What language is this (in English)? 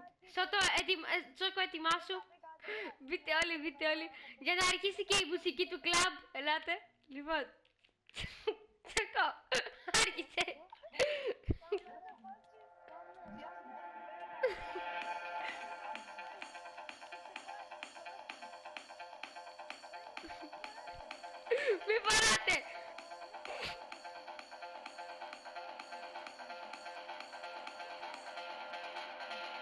Greek